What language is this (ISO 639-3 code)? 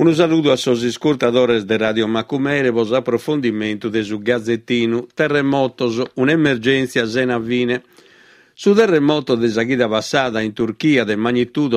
srd